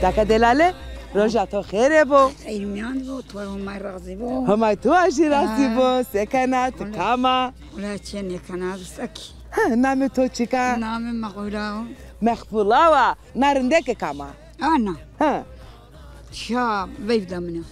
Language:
Zaza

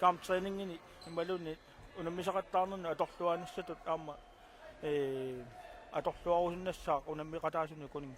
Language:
Kalaallisut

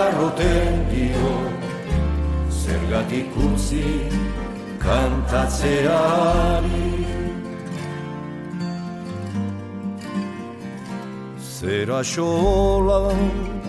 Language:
Basque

